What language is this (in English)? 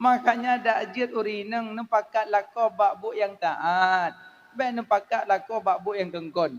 Achinese